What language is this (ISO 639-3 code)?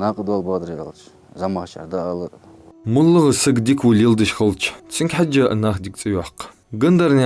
inh